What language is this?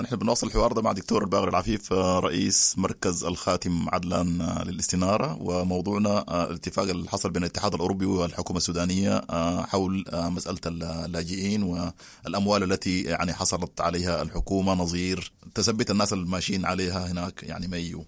Sudanese Arabic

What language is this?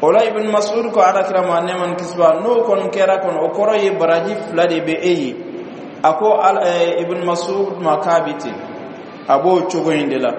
Bambara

